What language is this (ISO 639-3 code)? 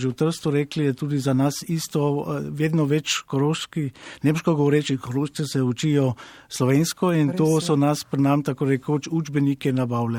slv